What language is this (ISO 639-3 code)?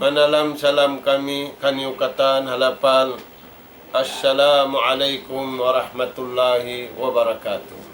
tsg